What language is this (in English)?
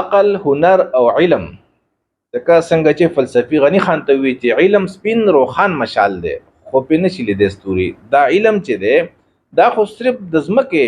Pashto